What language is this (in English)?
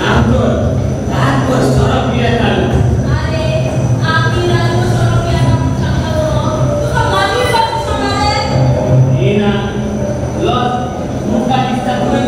Konkani